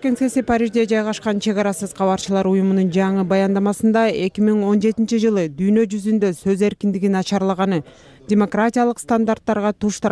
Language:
Kyrgyz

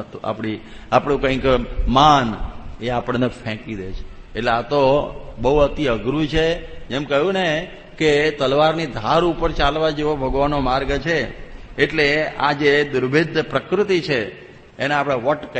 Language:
Gujarati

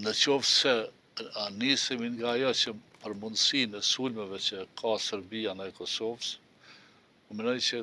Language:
Albanian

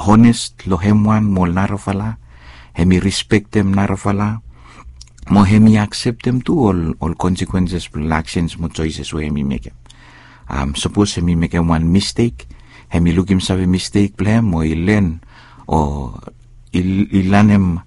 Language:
Bislama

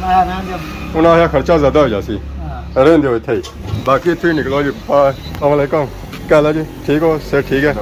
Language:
Pahari-Potwari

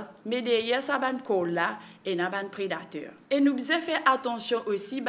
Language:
Morisyen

